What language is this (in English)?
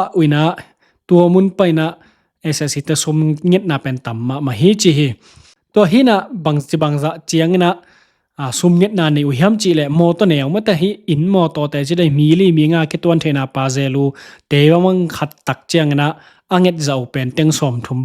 Tedim Chin